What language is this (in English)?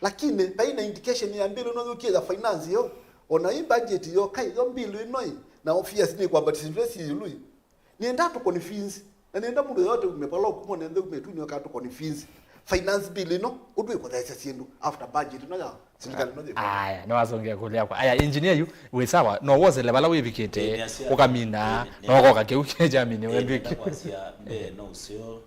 Kamba